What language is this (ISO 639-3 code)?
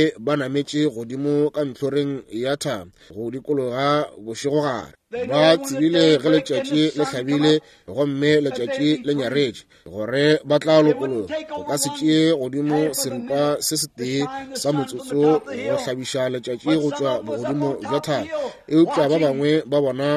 nso